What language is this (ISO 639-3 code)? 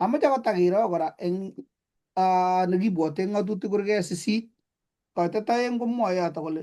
kln